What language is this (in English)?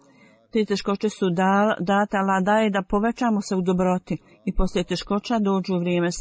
Bosnian